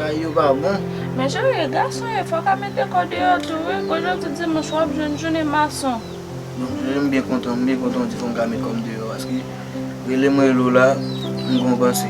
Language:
Haitian Creole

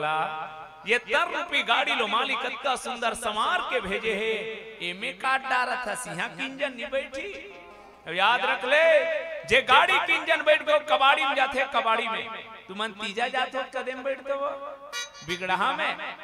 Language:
Chhattisgarhi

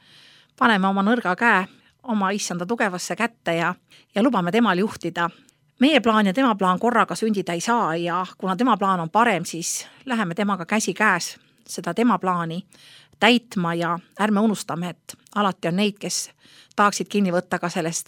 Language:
Estonian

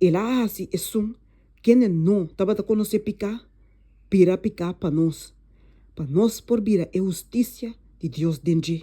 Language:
Papiamento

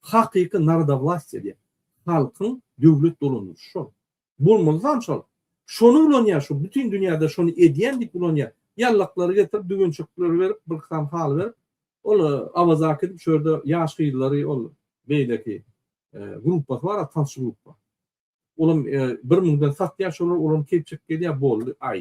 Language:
Turkmen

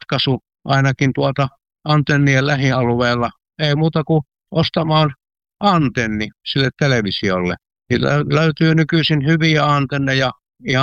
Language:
Finnish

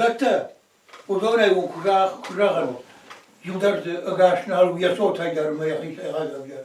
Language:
Ossetic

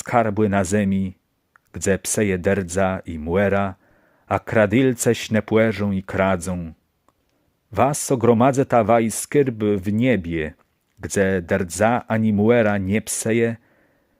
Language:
Kashubian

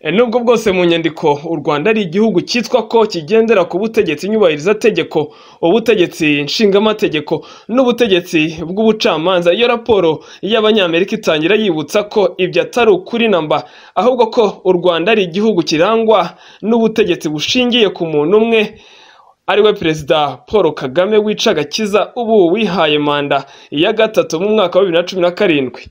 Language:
Kinyarwanda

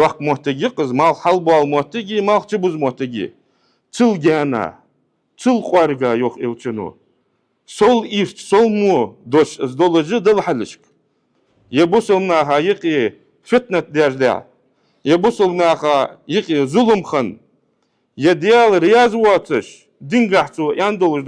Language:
Ingush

